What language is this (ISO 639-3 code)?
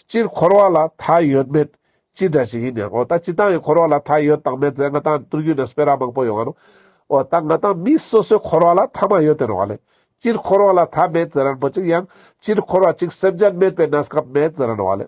lbj